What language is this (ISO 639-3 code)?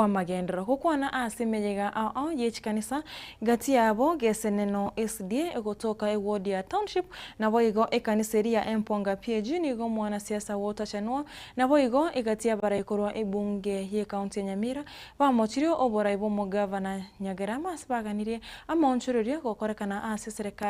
guz